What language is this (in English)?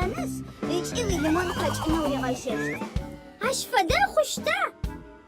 Adyghe